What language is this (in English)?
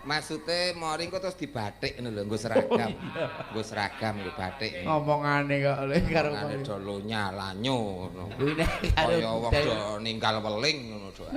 Javanese